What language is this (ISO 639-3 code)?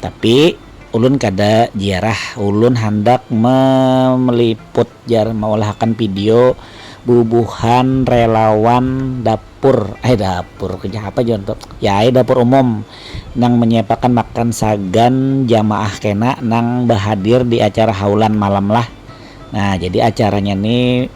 bjn